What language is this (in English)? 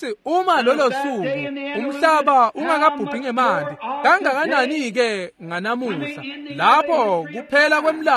Swati